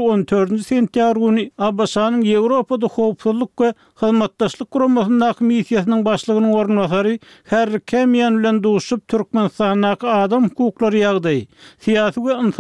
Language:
Turkmen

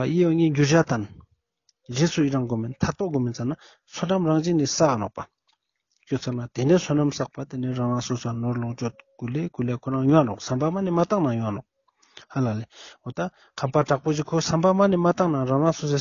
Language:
Ladakhi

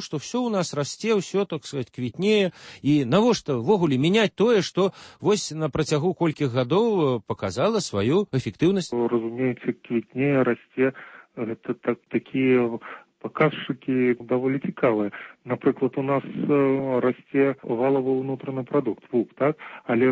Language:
Belarusian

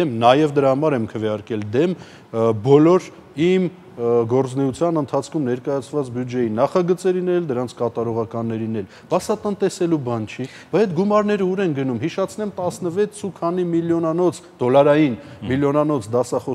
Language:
Armenian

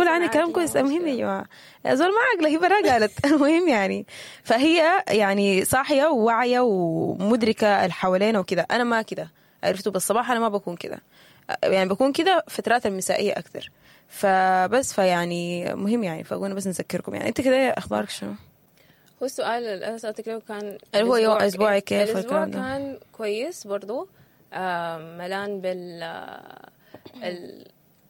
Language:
Sudanese Arabic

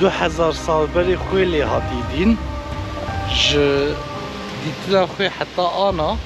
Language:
Kurdish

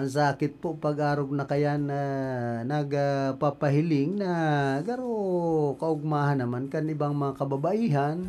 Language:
Bikol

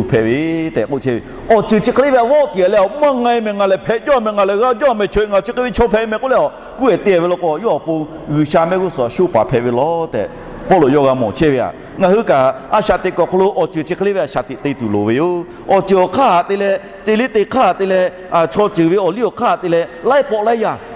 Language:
Lahu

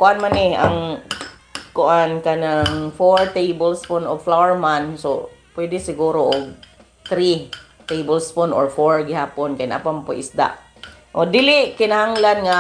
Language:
Cebuano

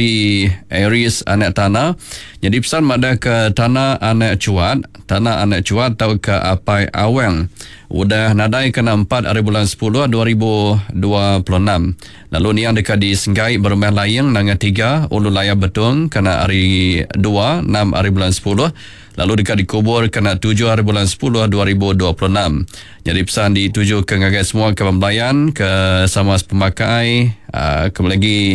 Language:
Iban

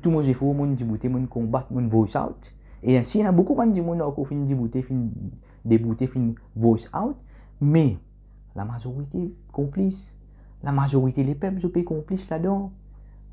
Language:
Morisyen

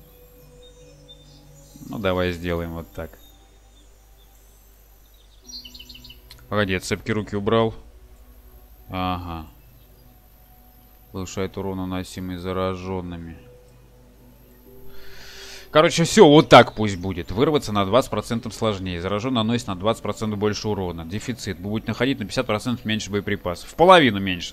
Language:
Russian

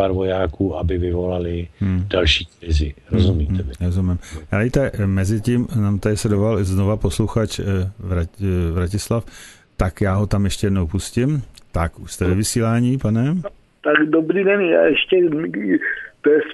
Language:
Czech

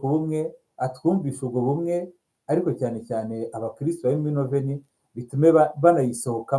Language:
Kinyarwanda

